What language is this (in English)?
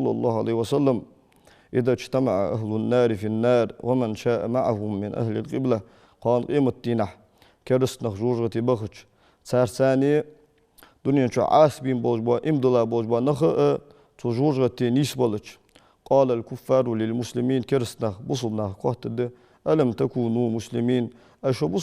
Ingush